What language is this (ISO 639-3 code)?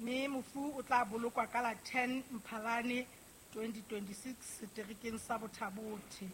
sot